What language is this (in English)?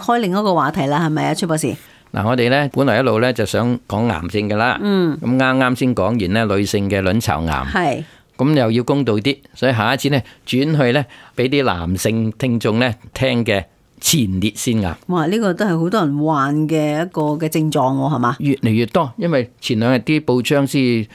Cantonese